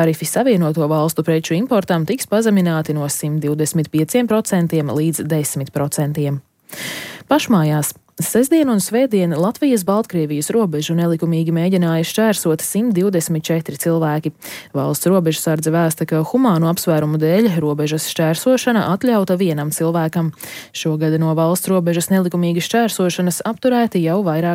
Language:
Latvian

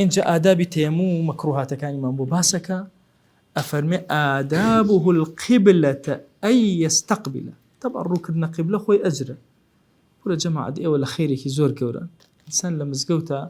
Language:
Central Kurdish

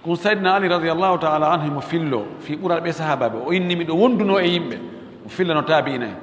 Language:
Fula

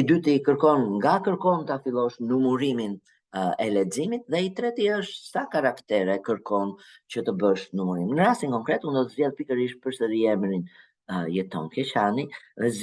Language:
Albanian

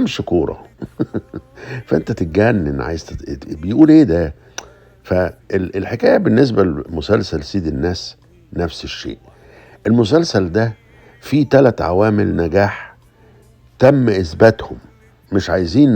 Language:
Egyptian Arabic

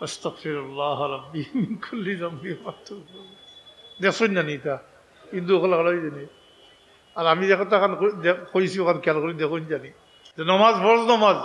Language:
Sylheti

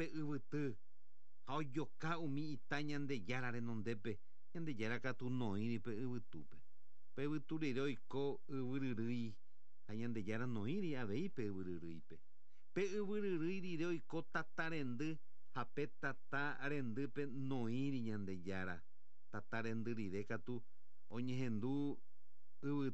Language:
Guarani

